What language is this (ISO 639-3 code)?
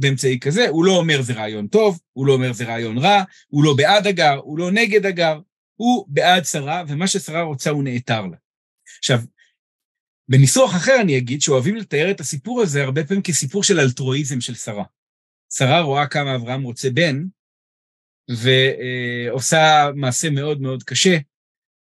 heb